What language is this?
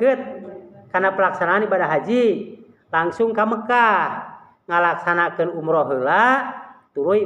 Sundanese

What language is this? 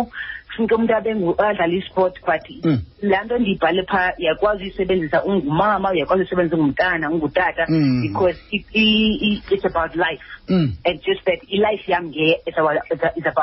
Xhosa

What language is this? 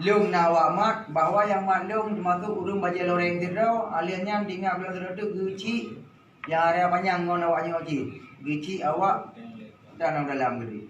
Achinese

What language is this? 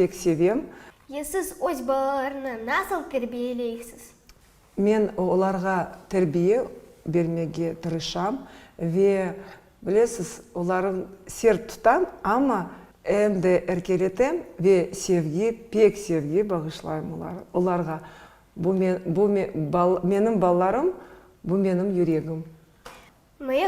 Crimean Tatar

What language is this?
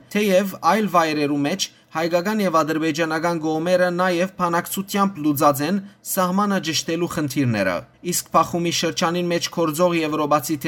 Western Armenian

